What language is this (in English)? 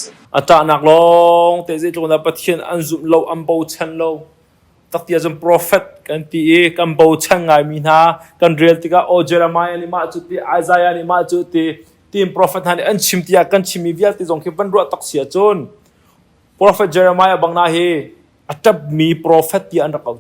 Hakha Chin